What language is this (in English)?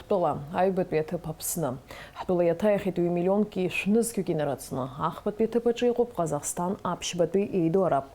Abkhazian